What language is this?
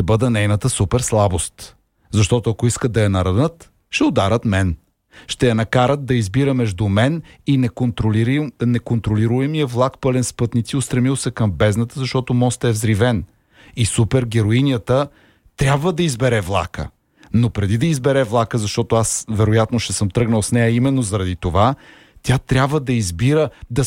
Bulgarian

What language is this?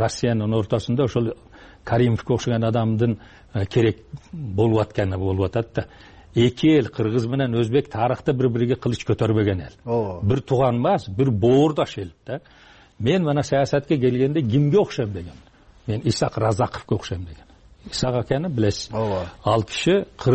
Kyrgyz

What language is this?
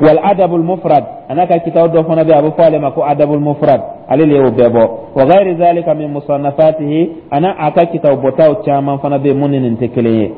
Dyula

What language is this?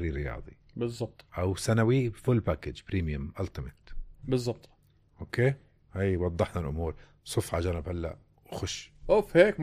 North Levantine Arabic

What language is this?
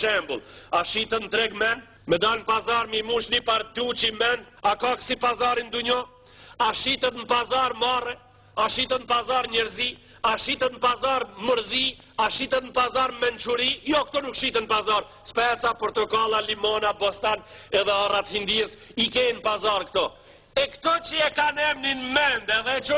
Albanian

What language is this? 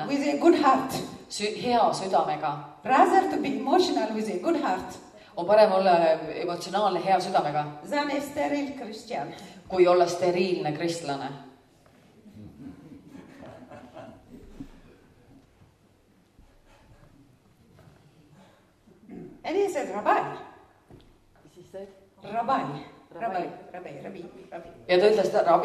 Estonian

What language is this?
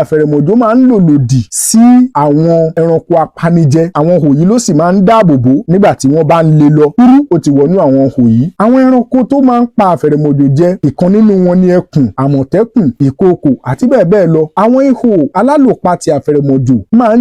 Yoruba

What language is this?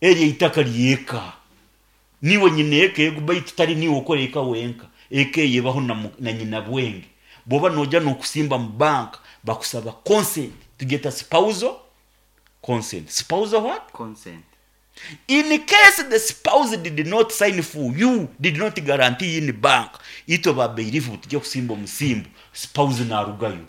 Nyankole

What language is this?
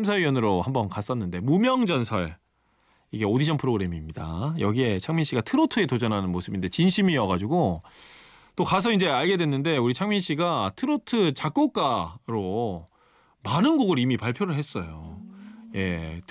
Korean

